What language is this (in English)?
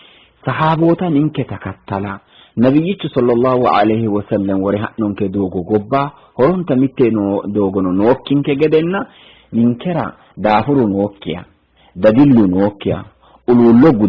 Sidamo